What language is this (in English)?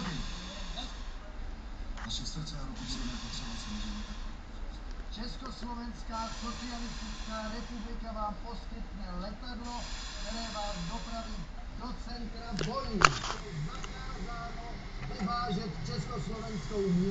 Czech